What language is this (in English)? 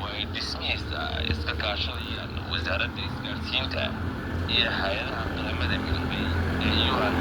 Somali